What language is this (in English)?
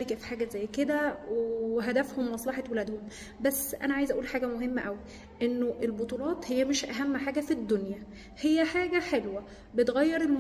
Egyptian Arabic